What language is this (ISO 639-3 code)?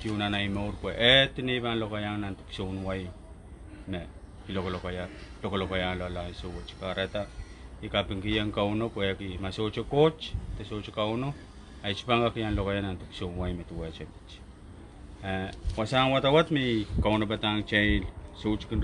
pon